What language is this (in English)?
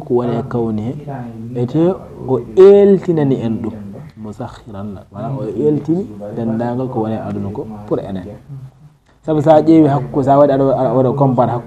Fula